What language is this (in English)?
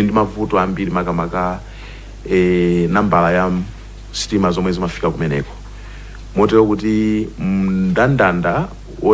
Nyanja